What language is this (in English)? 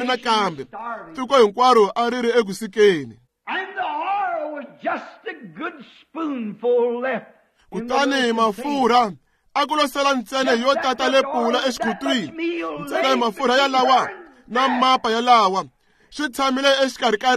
Tsonga